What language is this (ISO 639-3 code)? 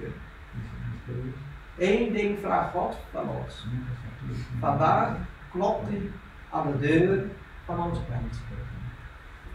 nld